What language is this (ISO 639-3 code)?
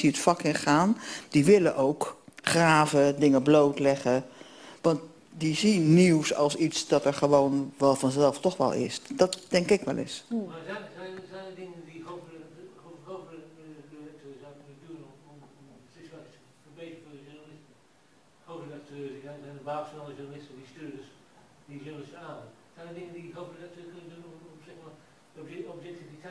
nld